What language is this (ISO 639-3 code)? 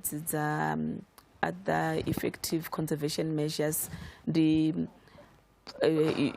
ven